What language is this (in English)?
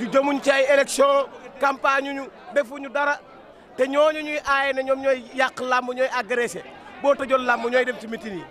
Wolof